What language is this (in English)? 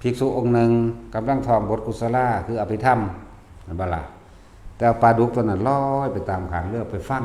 Northeastern Thai